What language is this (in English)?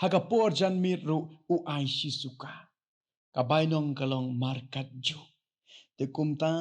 Khasi